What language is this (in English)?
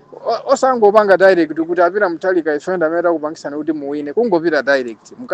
Nyanja